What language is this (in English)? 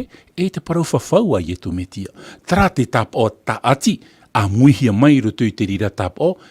Tahitian